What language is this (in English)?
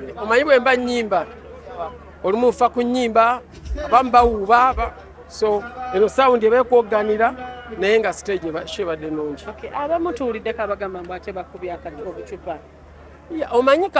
Ganda